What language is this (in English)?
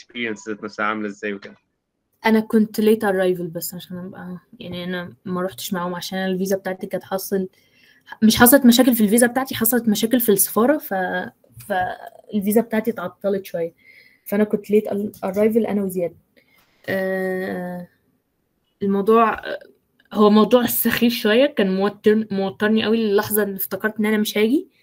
Egyptian Arabic